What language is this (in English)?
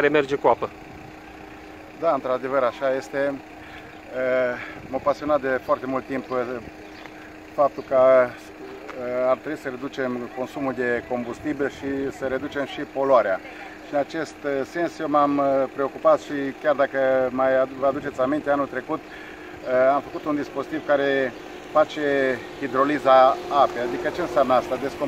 Romanian